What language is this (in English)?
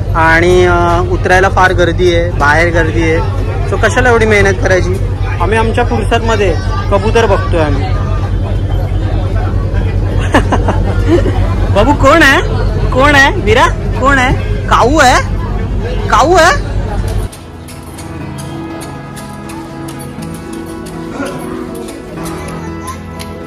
Marathi